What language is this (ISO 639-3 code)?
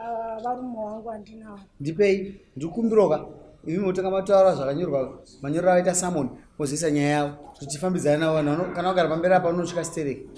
sna